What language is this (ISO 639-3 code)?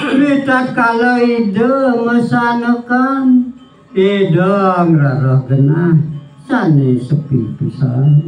ban